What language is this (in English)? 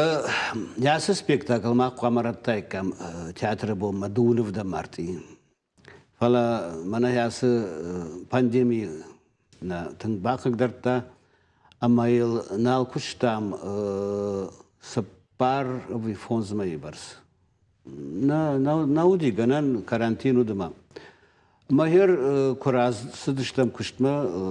Ossetic